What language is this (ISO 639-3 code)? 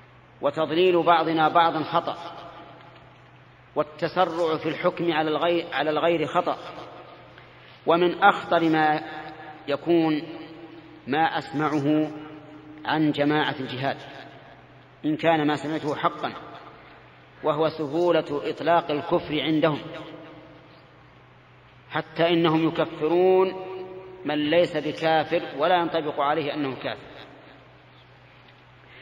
ara